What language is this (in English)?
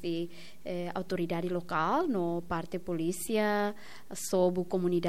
Tetum